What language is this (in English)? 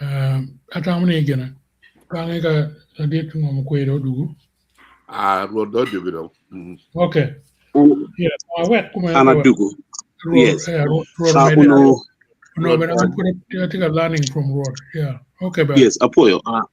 Acoli